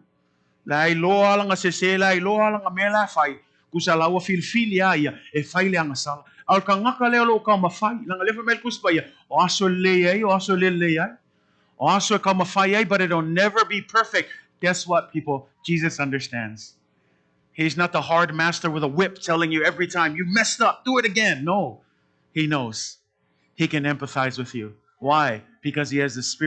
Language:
Samoan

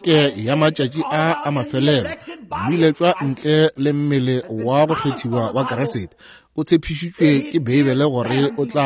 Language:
Northern Sotho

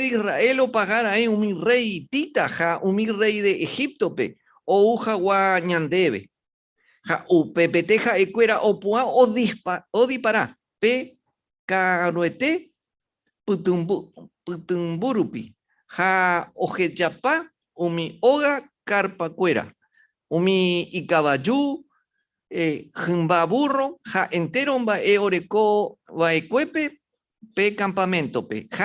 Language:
Guarani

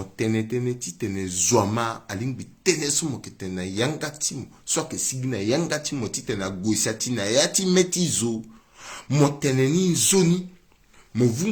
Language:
Sango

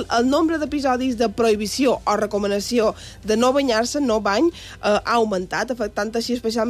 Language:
Catalan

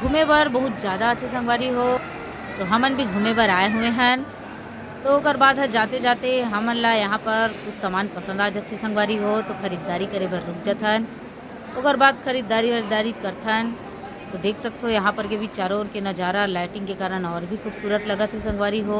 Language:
Chhattisgarhi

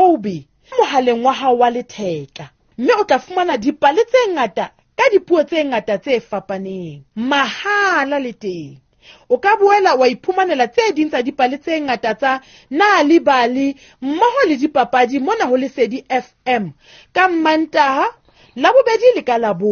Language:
Southern Sotho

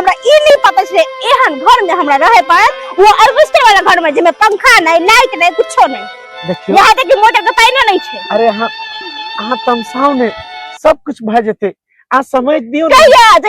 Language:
Maithili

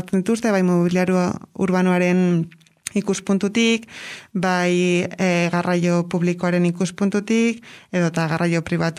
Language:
Basque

